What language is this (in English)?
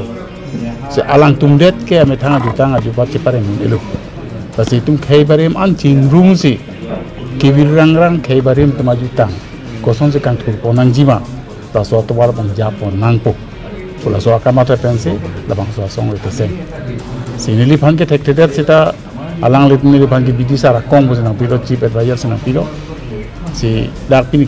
Karbi